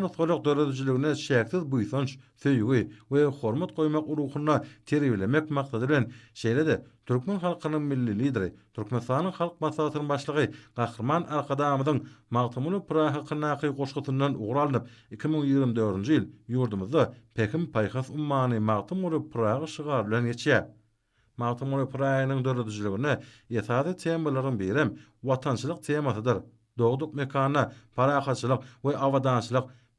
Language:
Turkmen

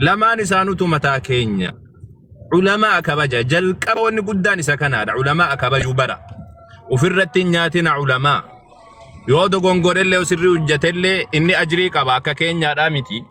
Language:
Oromo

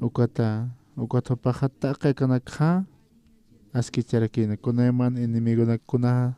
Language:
Aymara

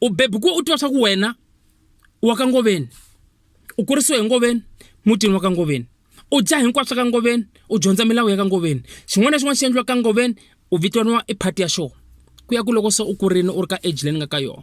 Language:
Tsonga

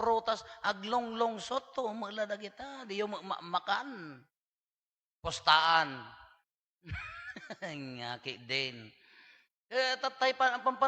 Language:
Iloko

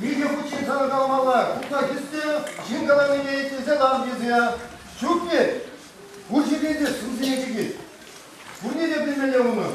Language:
Chuvash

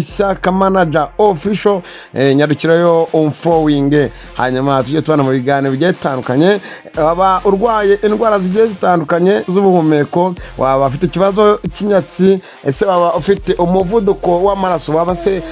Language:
Kinyarwanda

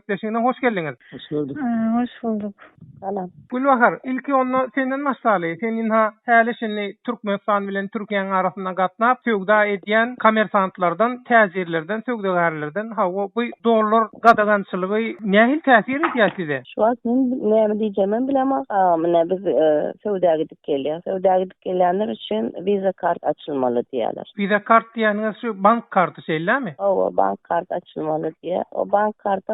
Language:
Turkmen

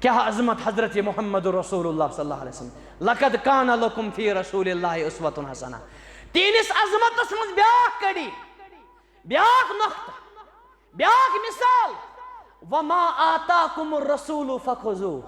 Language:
Kashmiri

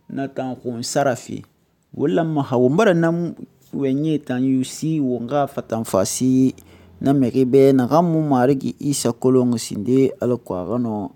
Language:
Susu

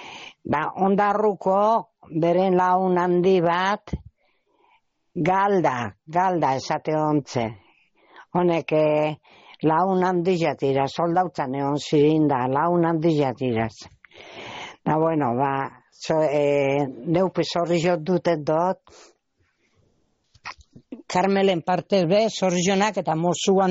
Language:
Basque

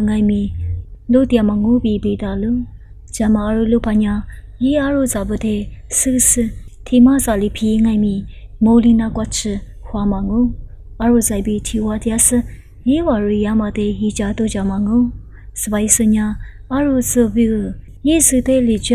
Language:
Lisu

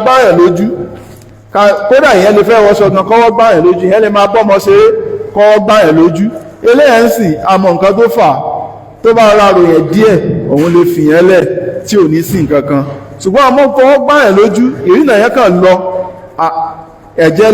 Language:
Yoruba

